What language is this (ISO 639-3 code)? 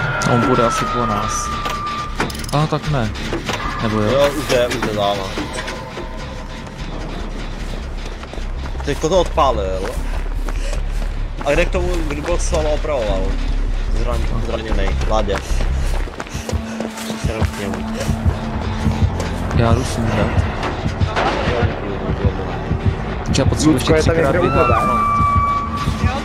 ces